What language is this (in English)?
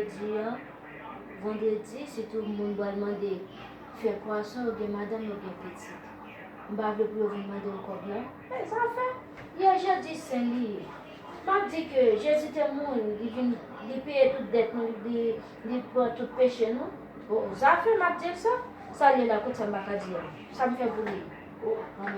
Haitian Creole